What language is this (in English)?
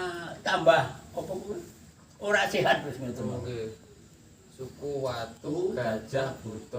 Javanese